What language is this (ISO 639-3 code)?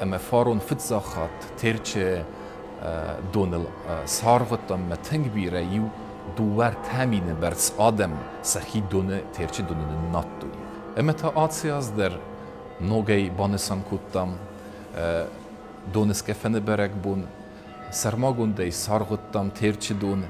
oss